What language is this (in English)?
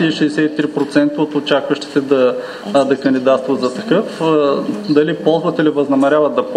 Bulgarian